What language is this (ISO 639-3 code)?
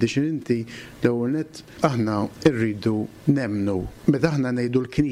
mlt